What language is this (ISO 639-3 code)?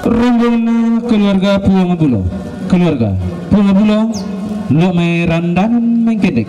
sda